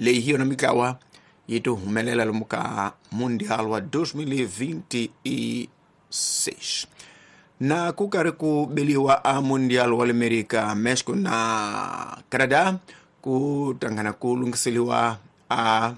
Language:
Tsonga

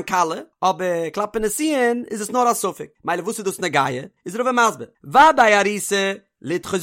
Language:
Yiddish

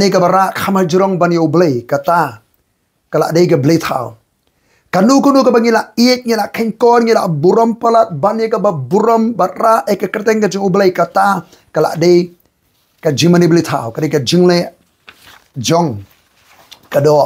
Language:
Khasi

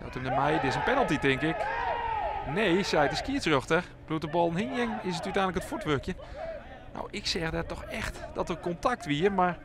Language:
Western Frisian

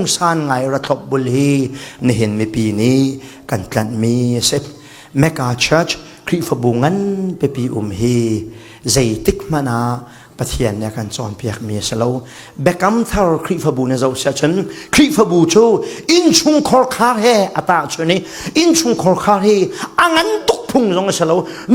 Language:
Falam Chin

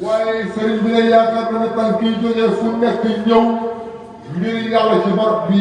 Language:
Wolof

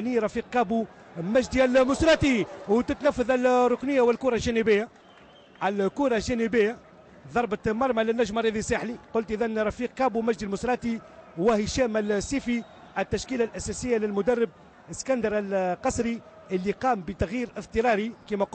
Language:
Tunisian Arabic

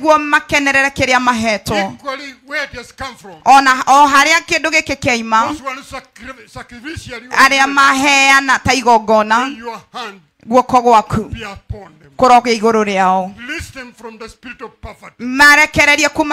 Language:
Kikuyu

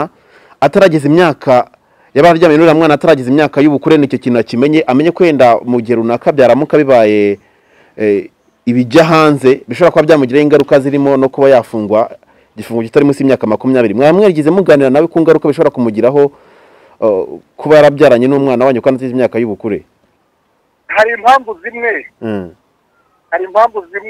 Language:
Kinyarwanda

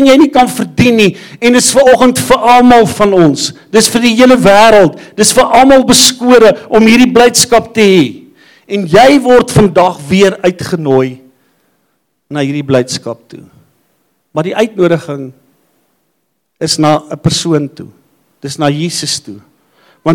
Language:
Afrikaans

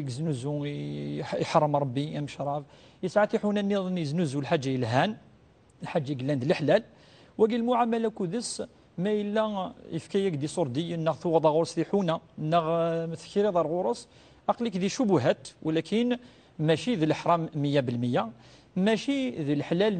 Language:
Kabyle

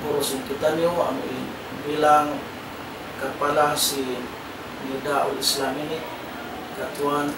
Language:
Tausug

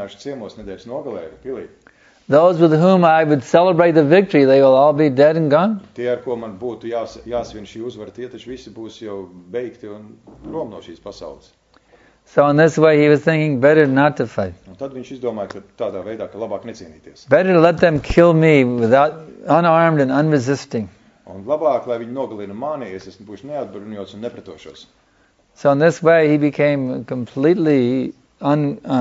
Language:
Latvian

